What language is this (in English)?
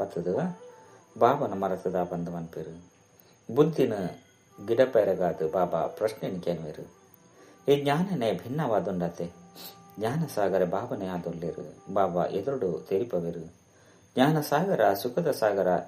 Tulu